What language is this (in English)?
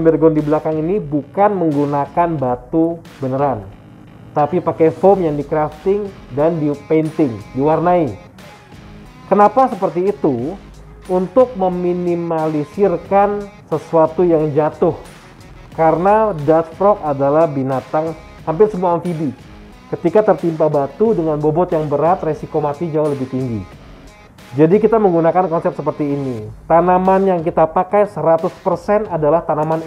Indonesian